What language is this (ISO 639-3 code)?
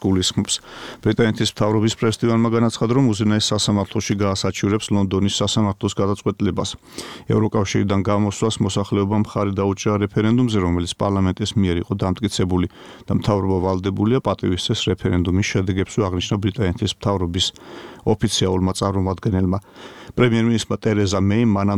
kat